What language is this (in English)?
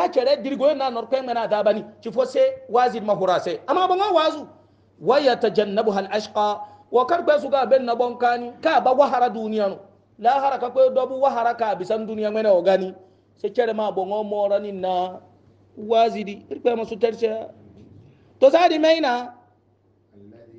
Hausa